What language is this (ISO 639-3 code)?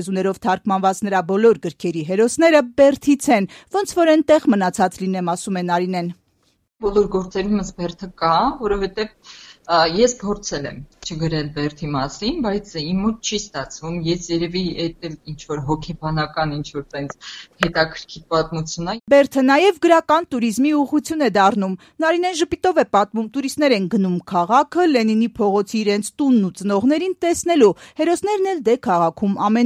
hye